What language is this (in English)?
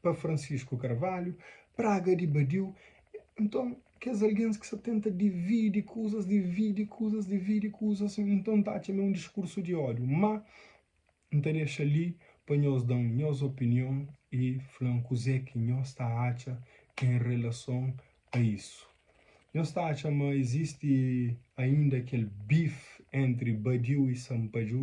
Kabuverdianu